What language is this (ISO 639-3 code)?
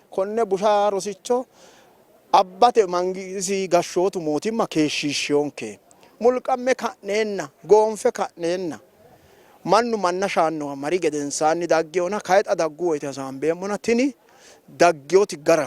sid